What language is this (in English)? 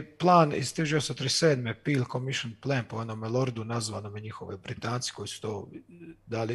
Croatian